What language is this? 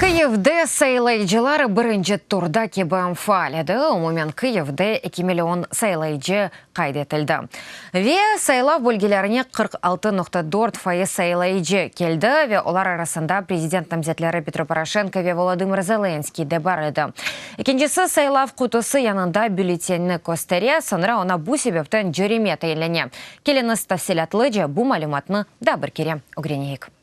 Crimean Tatar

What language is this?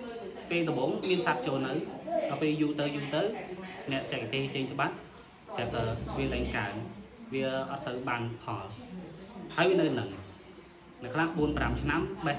Khmer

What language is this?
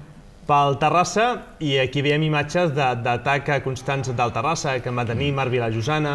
Catalan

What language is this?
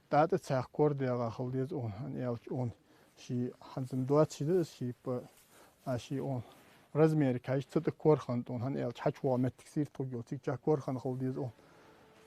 Ingush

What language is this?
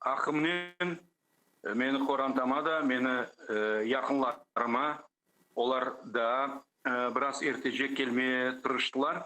Crimean Tatar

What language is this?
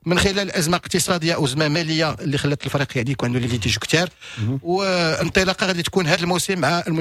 Moroccan Arabic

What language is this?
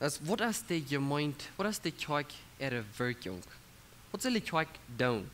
Plautdietsch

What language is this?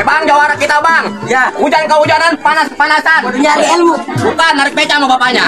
Betawi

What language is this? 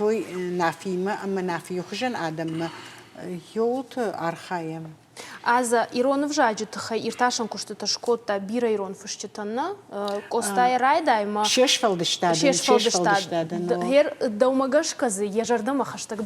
Ossetic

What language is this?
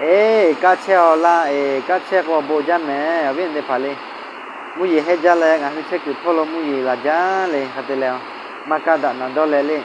Lahu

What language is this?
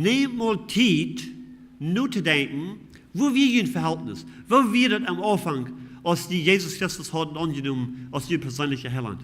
Plautdietsch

